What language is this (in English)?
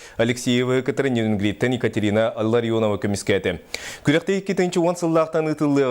Yakut